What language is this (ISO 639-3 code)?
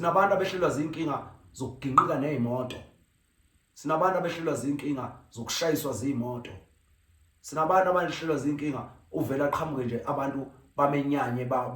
zul